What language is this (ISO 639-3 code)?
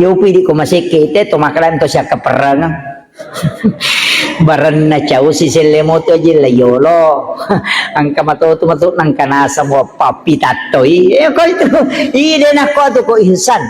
bug